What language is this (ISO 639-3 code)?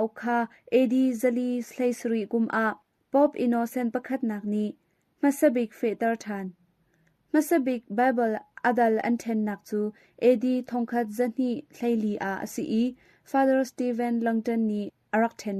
cnh